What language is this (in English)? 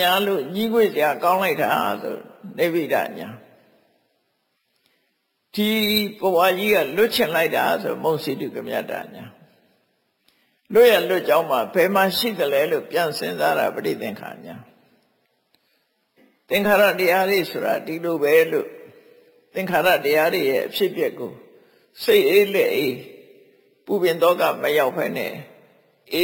Burmese